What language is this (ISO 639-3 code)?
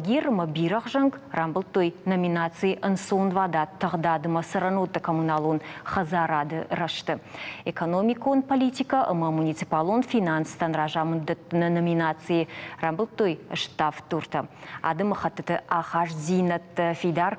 oss